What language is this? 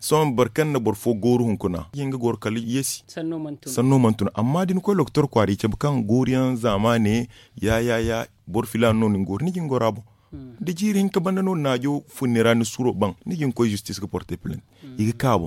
Zarma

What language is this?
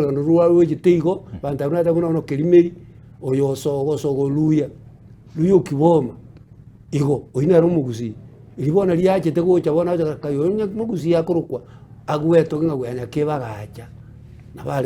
Gusii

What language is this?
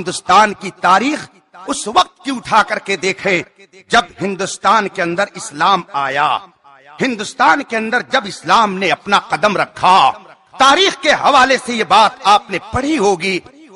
Urdu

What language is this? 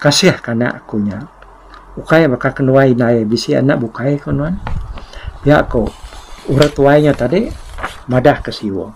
Iban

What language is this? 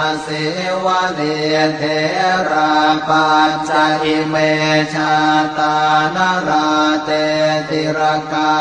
Pali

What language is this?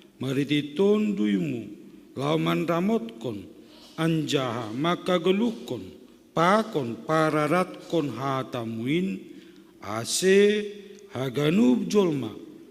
Batak Simalungun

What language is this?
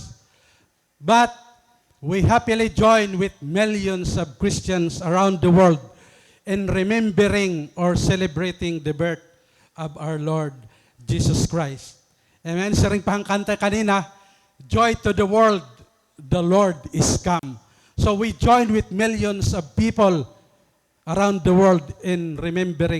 Waray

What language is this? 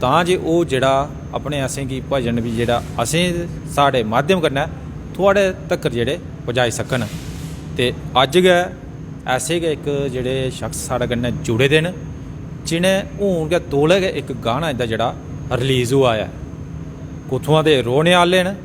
Dogri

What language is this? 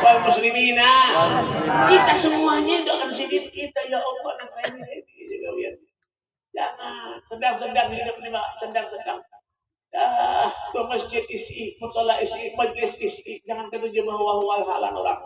Banjar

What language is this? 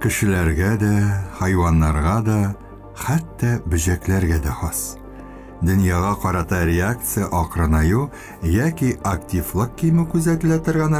Tatar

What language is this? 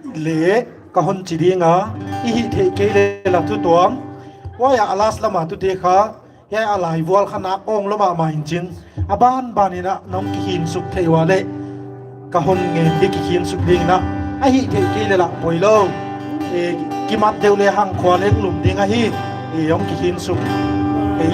Paite Chin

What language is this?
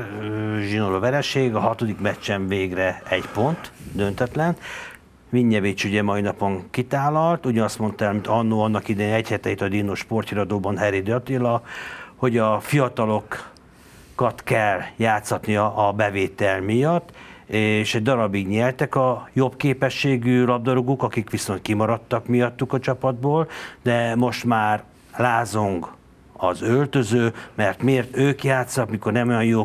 Hungarian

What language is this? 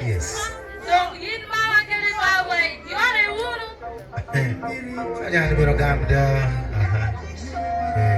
Lango (Uganda)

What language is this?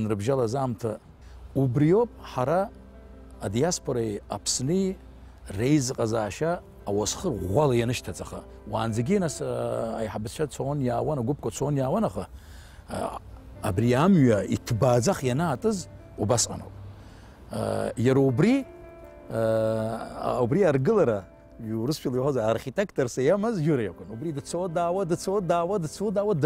Abkhazian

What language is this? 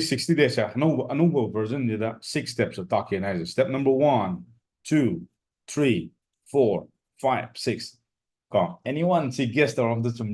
Manipuri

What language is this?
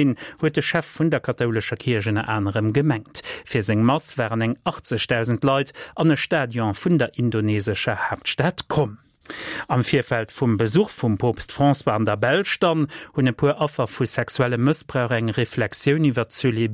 Luxembourgish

